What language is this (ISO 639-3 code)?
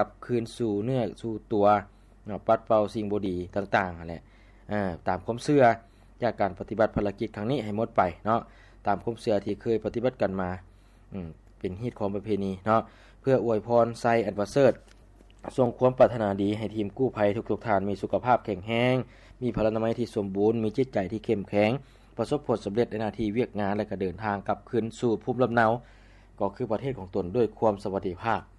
lao